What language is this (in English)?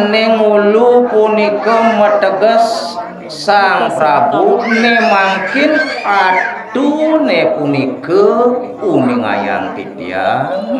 Balinese